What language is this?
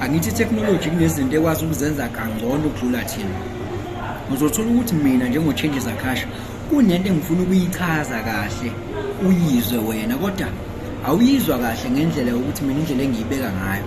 Zulu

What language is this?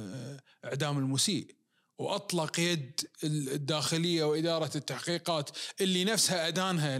Najdi Arabic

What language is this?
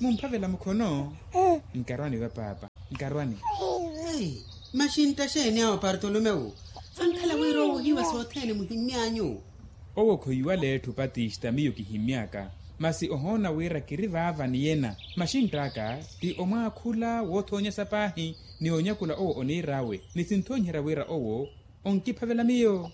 Makhuwa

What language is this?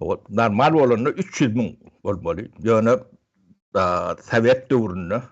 Turkmen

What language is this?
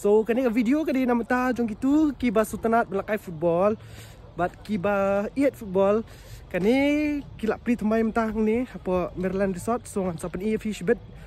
Khasi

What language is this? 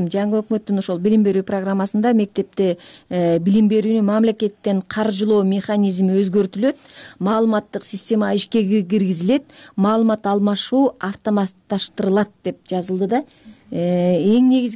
Kyrgyz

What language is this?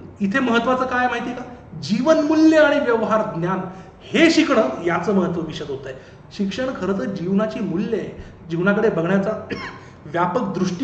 Marathi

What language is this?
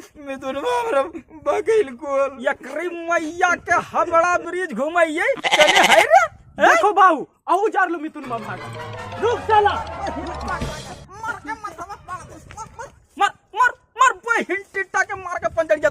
Magahi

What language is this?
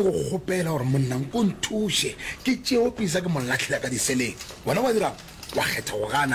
Northern Sotho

